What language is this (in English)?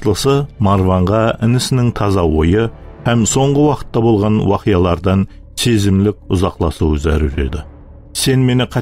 Kara-Kalpak